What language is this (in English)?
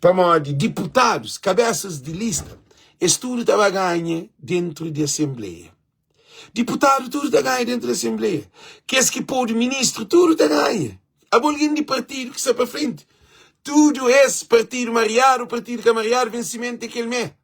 Kabuverdianu